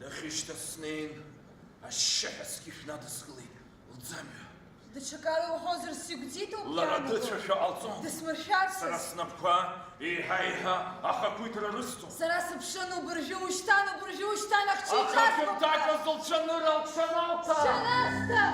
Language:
Abkhazian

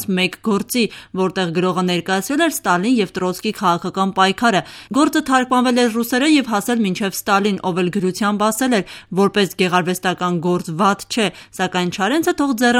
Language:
Armenian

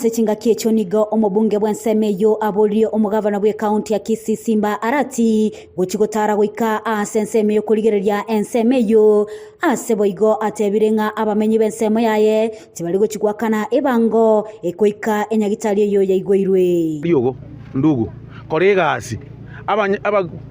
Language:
Gusii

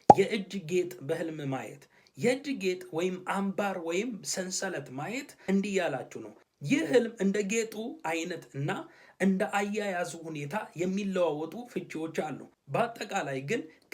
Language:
Amharic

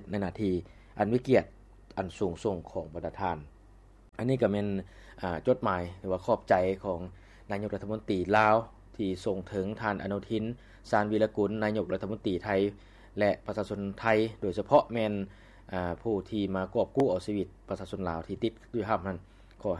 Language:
Lao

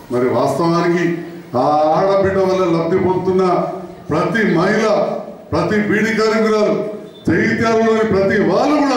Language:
Telugu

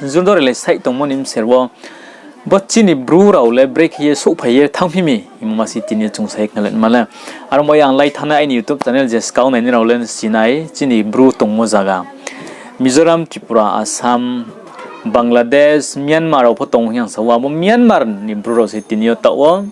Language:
Riang (India)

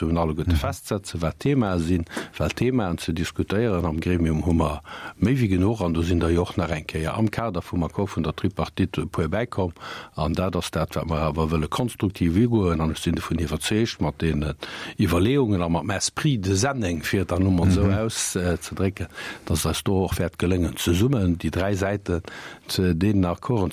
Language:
Luxembourgish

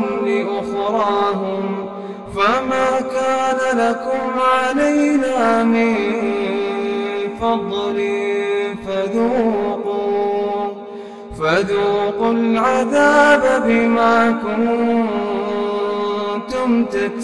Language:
Arabic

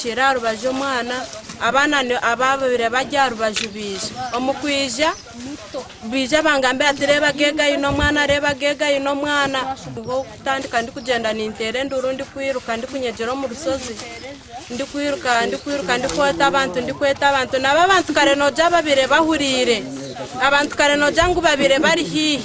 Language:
Nyankole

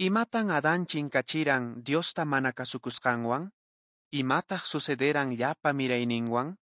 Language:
Quechua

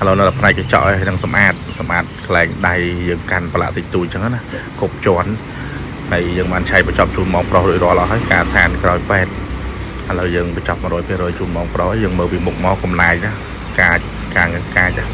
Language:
Khmer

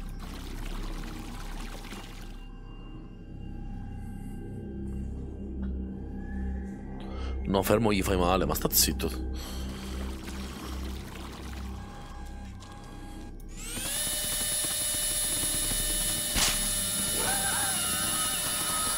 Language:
Italian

